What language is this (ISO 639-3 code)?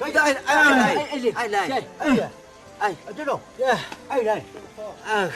nbc